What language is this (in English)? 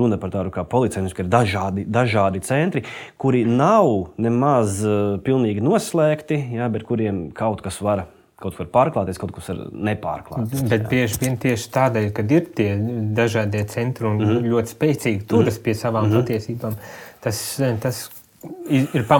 Latvian